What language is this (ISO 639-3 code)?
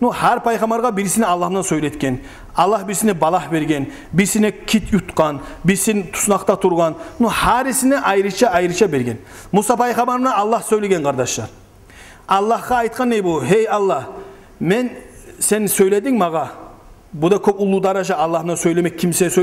kum